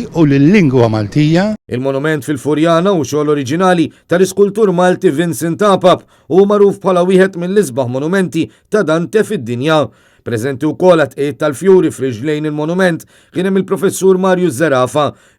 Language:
Maltese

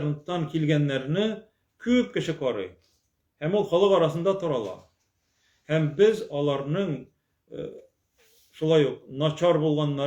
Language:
Tatar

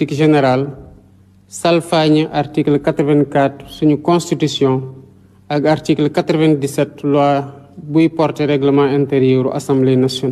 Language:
Wolof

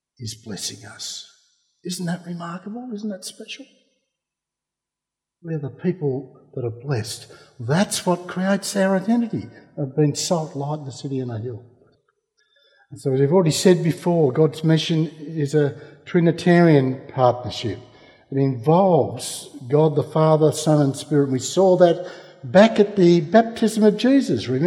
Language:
English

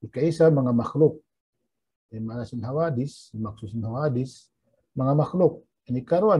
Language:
Tausug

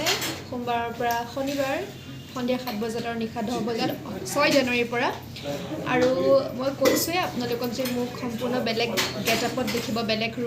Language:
Assamese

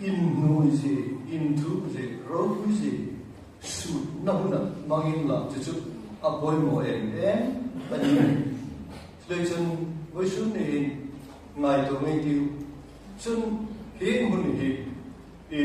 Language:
Hmar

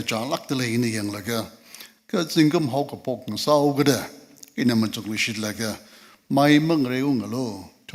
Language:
Tangkhul Naga (India)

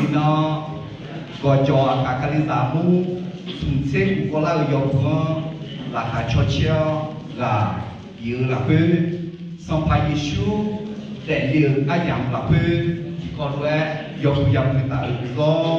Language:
Akha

